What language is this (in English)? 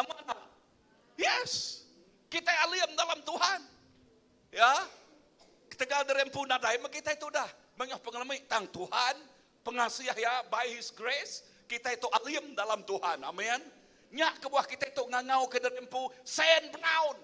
Iban